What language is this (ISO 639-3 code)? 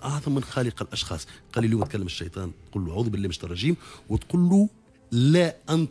aeb